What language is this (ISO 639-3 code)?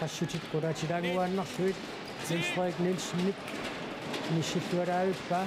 kal